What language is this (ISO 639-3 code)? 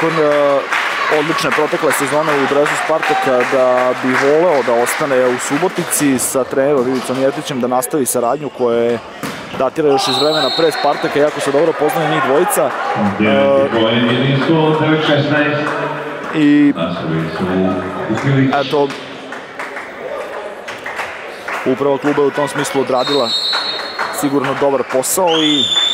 srp